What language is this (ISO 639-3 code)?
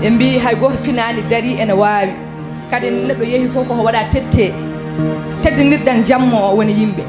ful